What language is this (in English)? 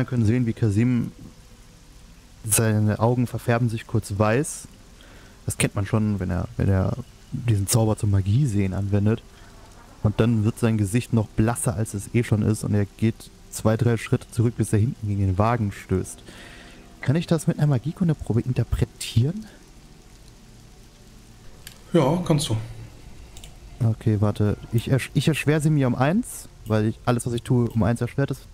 German